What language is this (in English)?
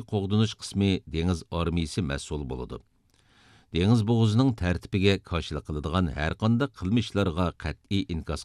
Uyghur